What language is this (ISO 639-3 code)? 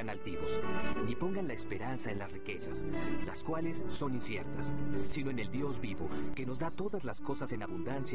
spa